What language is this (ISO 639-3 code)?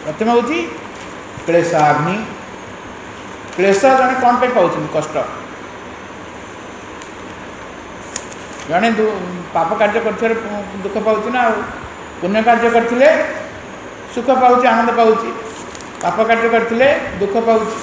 ori